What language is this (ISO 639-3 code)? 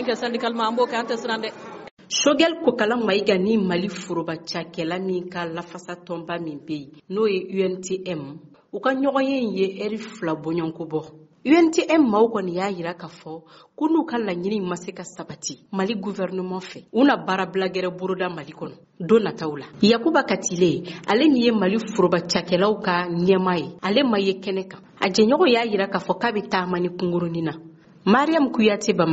bam